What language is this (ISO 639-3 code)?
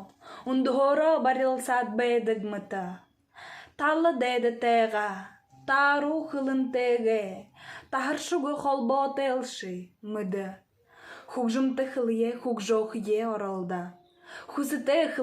bua